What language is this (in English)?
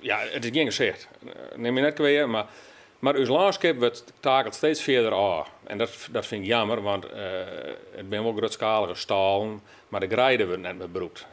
Western Frisian